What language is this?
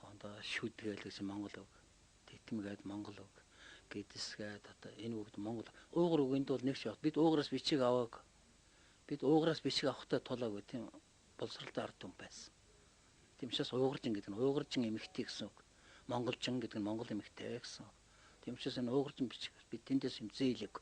Mongolian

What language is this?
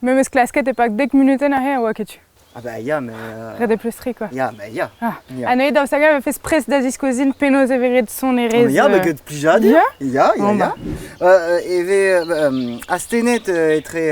Breton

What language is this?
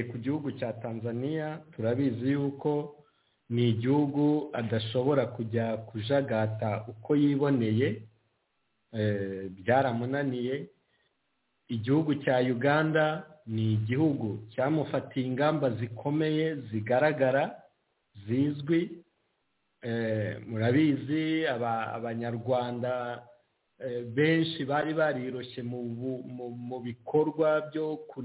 Kinyarwanda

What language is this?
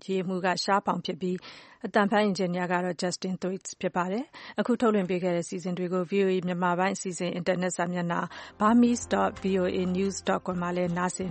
Burmese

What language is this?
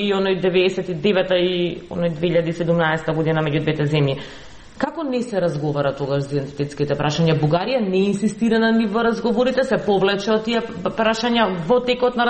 Macedonian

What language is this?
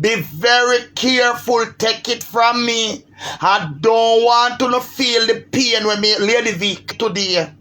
Jamaican Creole English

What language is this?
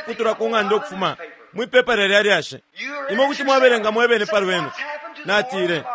Bemba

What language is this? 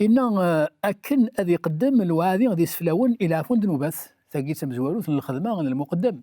Kabyle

